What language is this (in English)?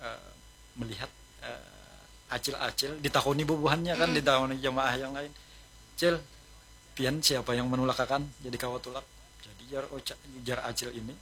Banjar